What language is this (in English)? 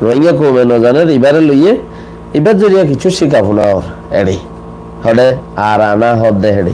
Rohingya